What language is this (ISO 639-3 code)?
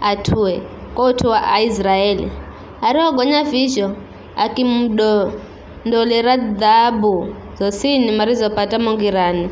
nyf